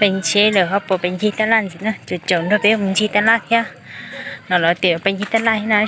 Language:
Hmong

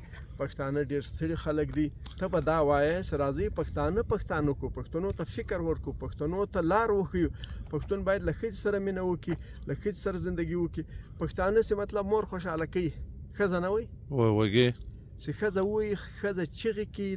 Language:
Pashto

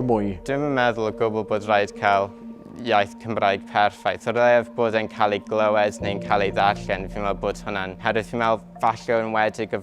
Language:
Welsh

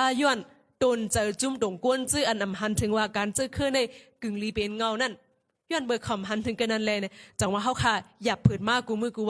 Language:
Shan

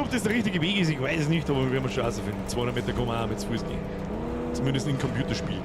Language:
Bavarian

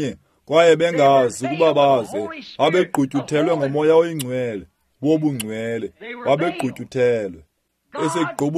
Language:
Xhosa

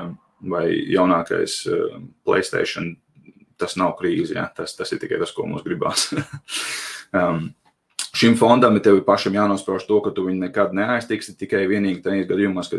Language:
Latvian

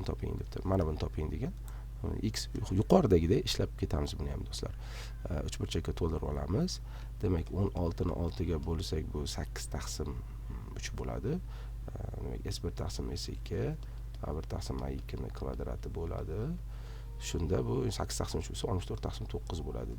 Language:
Uzbek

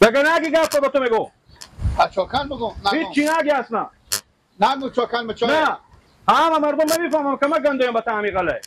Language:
Persian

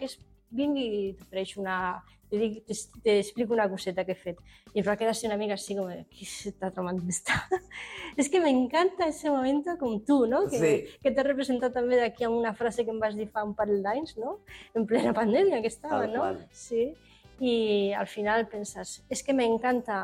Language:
Catalan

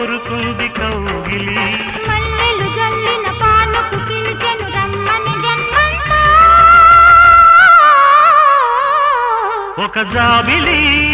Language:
Telugu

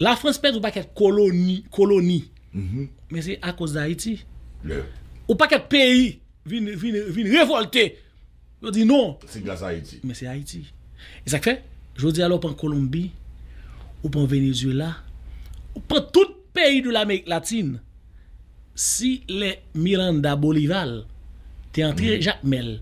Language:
Haitian Creole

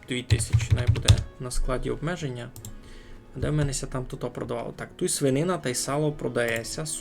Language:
Rusyn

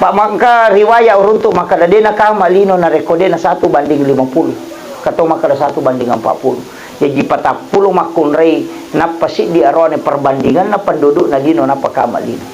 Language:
Buginese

